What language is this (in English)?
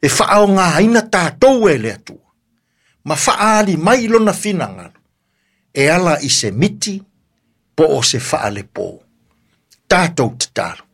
Samoan